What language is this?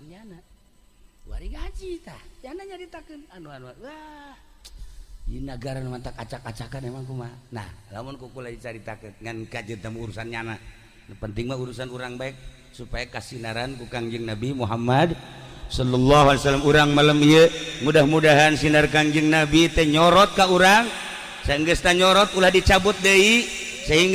Sundanese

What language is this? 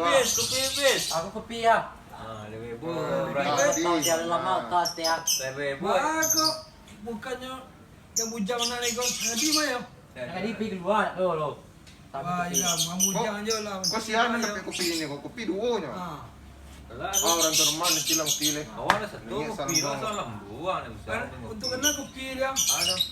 Minangkabau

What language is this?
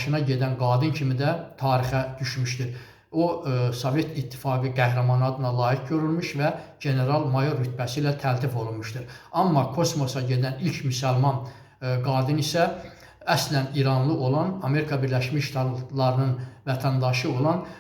Azerbaijani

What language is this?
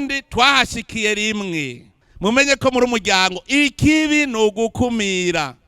Rundi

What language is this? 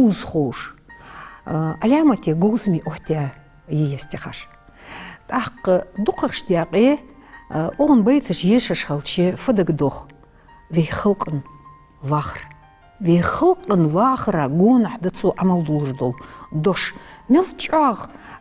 Ingush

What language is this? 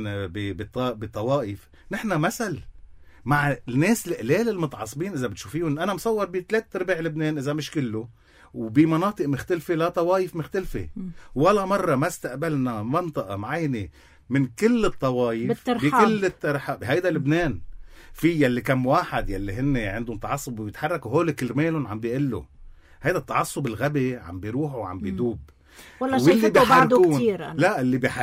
North Levantine Arabic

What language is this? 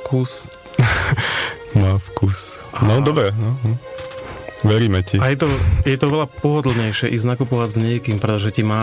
Slovak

